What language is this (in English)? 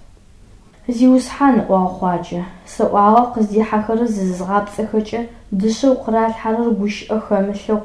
Adyghe